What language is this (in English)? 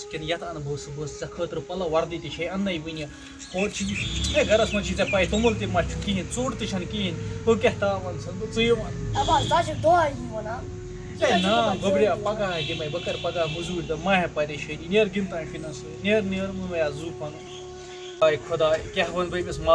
Kashmiri